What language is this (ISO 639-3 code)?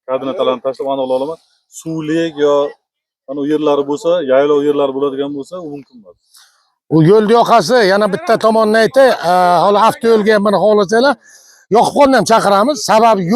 uzb